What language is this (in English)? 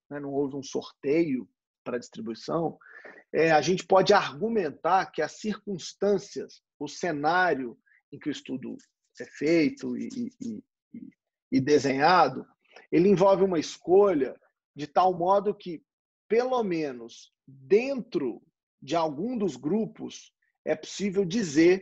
Portuguese